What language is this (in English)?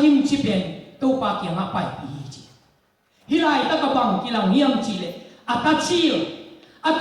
Tedim Chin